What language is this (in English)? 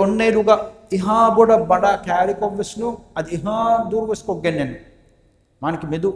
Divehi